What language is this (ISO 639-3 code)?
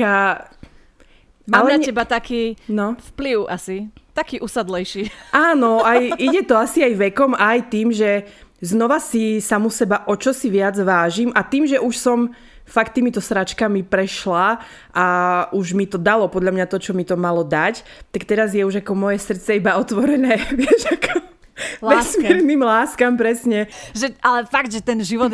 slk